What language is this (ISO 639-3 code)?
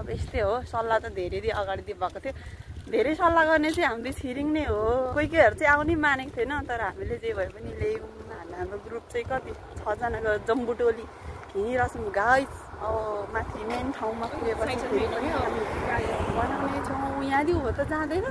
nep